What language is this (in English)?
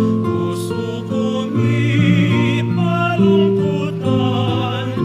Pampanga